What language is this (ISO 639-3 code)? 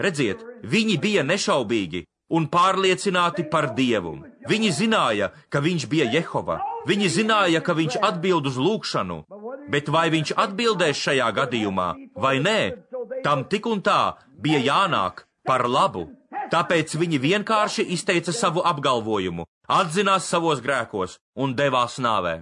lav